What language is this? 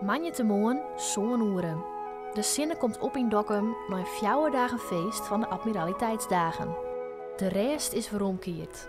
Western Frisian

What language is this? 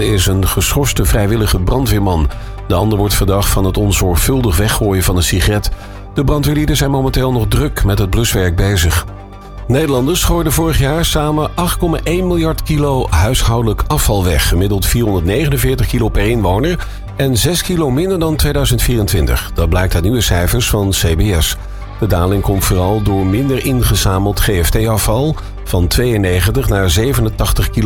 Dutch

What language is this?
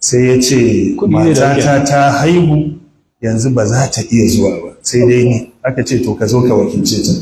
Hausa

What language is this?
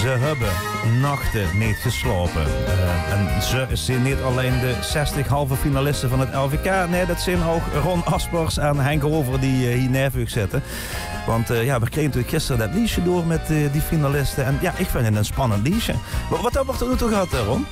Limburgish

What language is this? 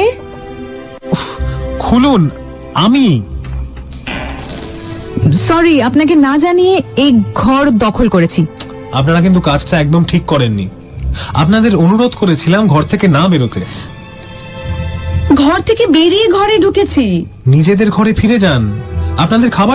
Bangla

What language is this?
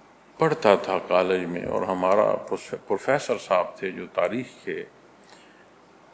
Urdu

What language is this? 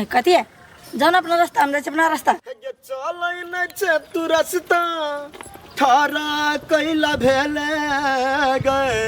Maithili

